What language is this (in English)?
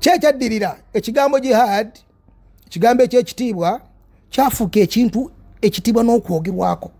Ganda